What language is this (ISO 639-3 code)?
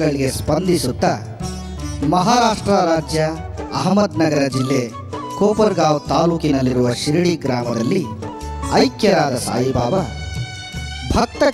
kan